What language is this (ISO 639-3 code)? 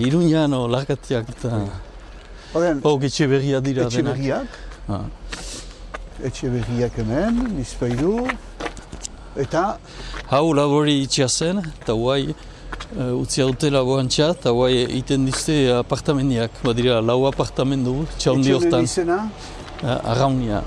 eus